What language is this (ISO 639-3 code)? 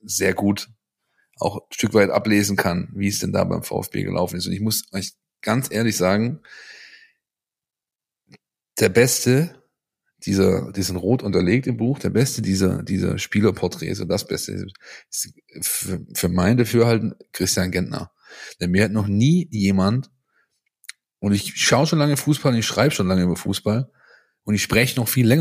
deu